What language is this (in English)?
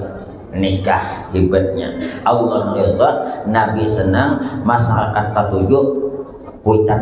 Banjar